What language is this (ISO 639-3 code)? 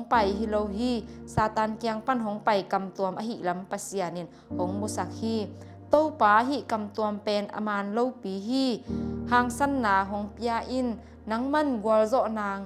ctd